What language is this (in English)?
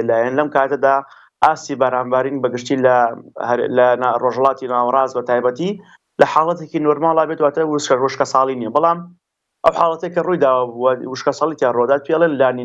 Central Kurdish